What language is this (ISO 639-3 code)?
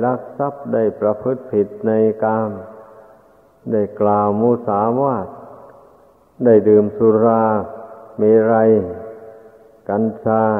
tha